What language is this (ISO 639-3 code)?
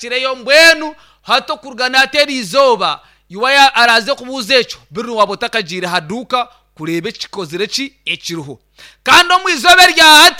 nyn